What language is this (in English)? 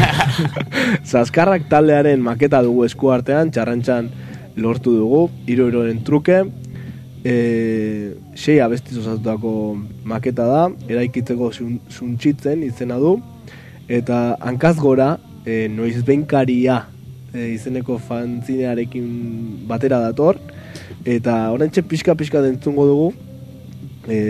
Basque